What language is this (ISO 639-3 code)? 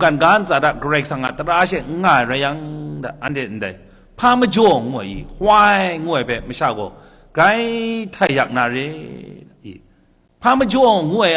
kac